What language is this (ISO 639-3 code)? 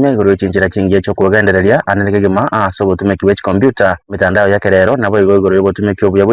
guz